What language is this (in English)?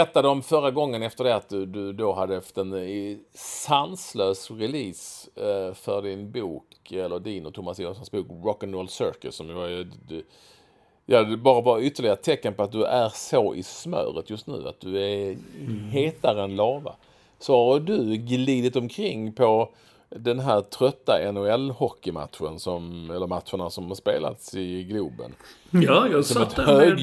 Swedish